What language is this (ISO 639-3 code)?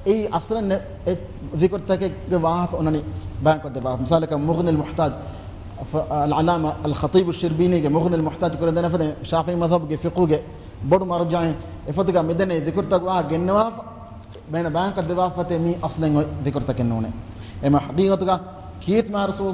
div